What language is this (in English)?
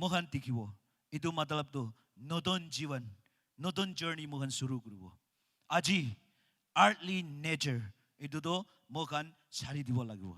Naga Pidgin